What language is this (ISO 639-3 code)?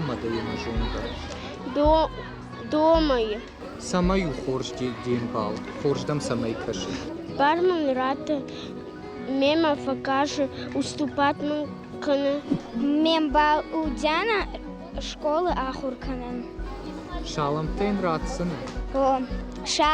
oss